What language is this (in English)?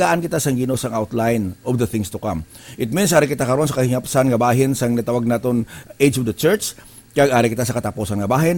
Hiligaynon